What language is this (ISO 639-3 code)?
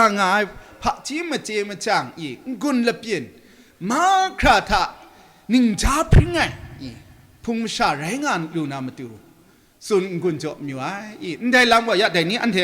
kac